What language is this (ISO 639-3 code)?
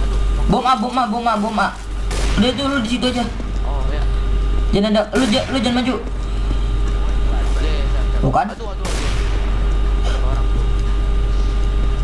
ind